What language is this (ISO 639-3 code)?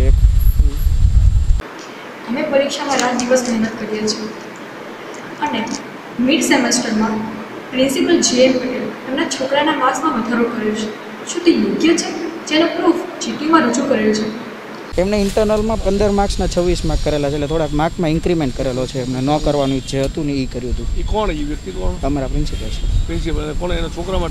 guj